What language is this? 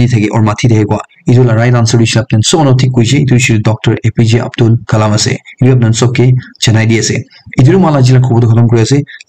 Naga Pidgin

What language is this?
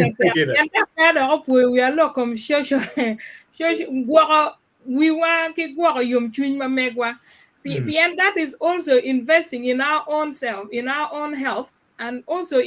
Acoli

